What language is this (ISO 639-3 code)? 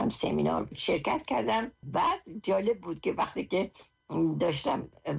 fas